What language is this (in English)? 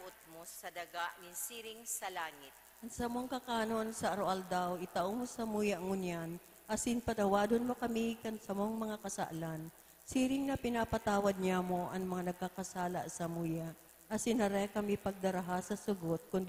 Bikol